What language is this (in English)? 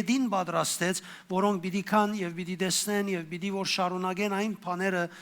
Western Armenian